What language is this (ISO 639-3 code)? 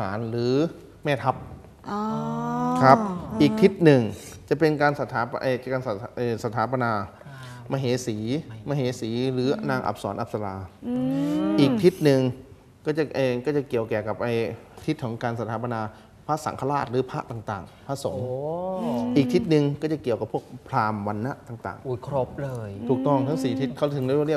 tha